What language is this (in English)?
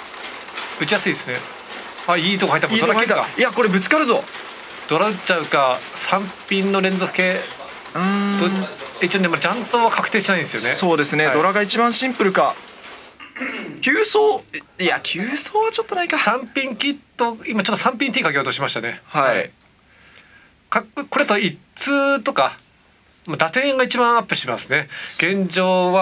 Japanese